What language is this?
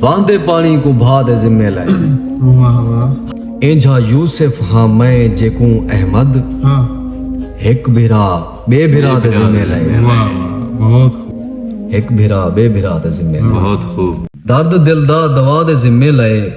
Saraiki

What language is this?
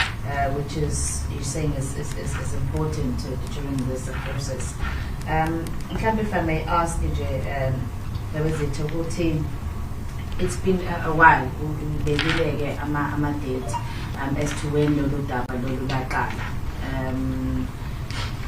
Zulu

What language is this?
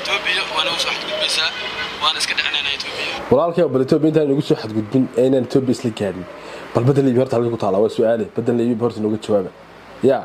Somali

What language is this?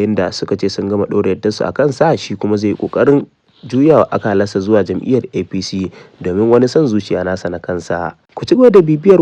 Hausa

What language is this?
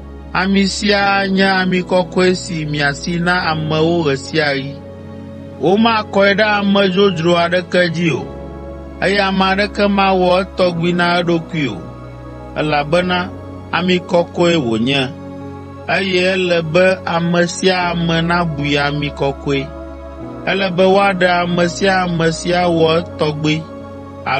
Ewe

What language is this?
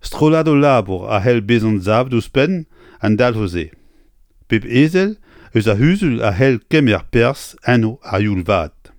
Breton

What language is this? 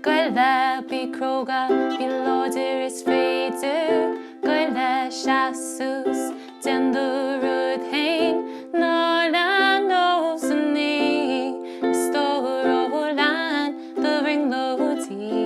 Irish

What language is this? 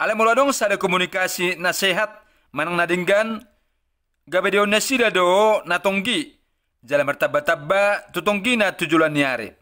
Batak Toba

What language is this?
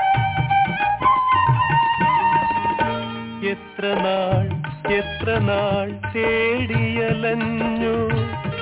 Malayalam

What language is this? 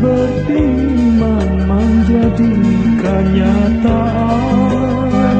Banjar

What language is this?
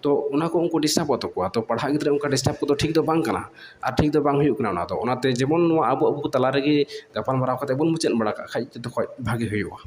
Santali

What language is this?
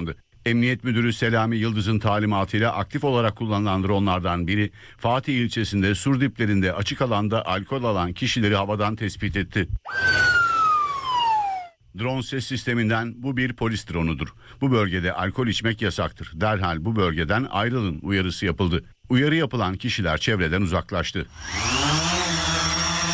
Turkish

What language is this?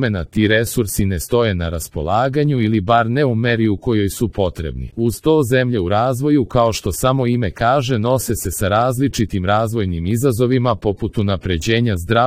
Serbian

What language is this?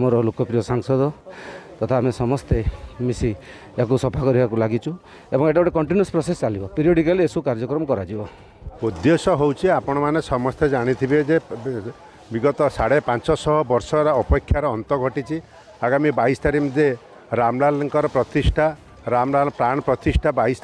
Odia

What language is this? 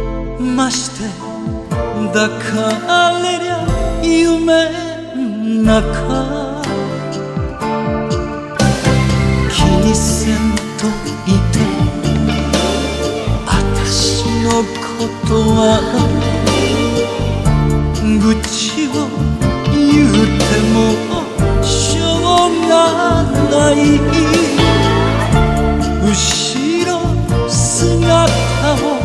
Japanese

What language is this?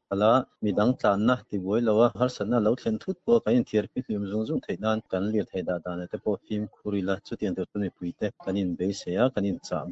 Mizo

